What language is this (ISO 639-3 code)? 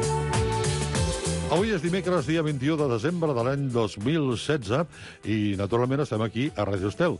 cat